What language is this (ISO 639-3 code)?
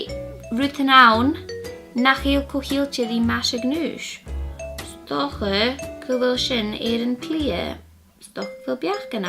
gla